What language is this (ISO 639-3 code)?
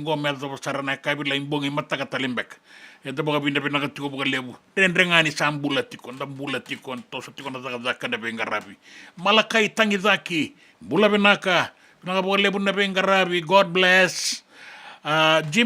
fij